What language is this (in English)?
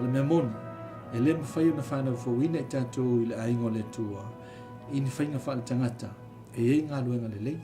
Samoan